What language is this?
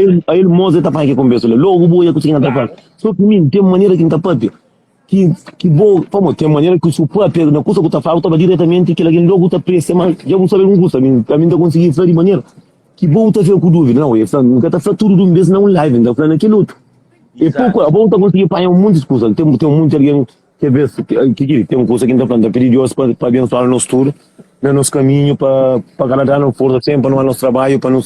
Kabuverdianu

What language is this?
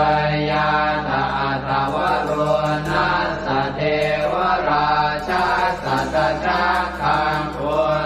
Pali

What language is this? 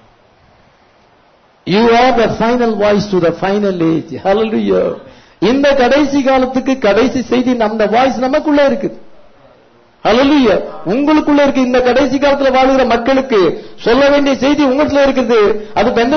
Tamil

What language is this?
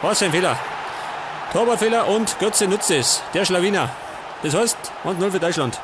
Bavarian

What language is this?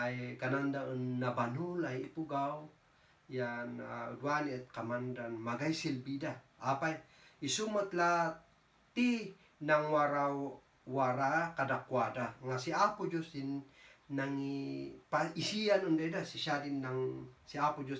Kankanaey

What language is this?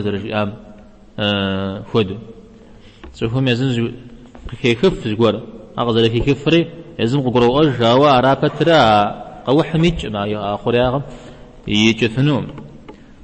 Kabardian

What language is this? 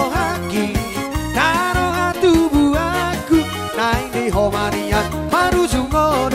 Batak Toba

